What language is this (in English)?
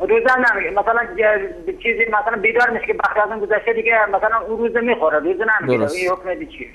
Persian